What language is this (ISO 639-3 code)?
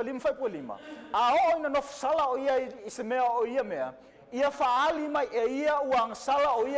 smo